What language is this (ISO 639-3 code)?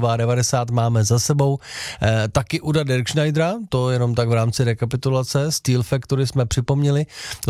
ces